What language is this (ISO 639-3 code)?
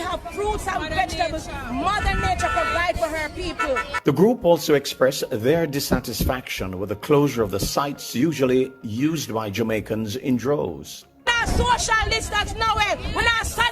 jam